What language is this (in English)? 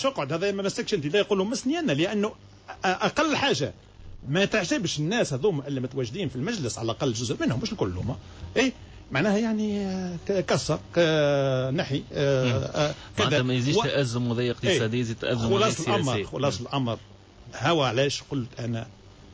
Tunisian Arabic